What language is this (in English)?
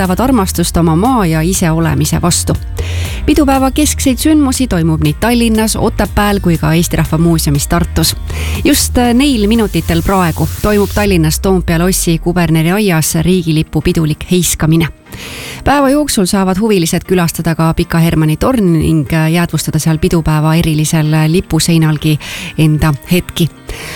Estonian